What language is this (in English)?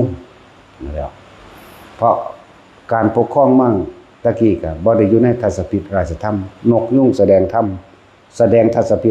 Northeastern Thai